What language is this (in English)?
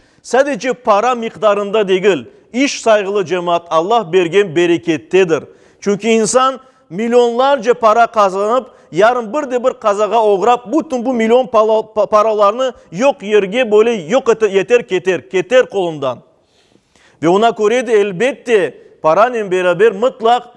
Crimean Tatar